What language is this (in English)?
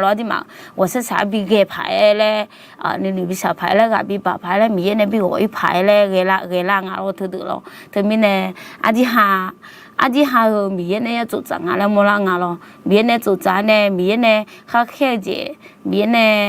Akha